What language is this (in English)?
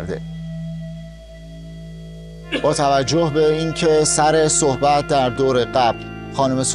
Persian